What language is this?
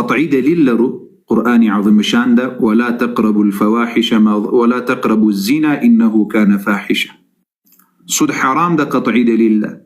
Pashto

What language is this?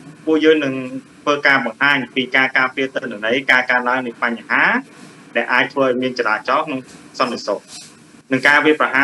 Khmer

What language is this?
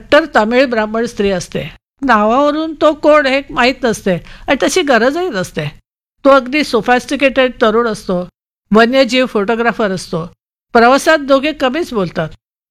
Marathi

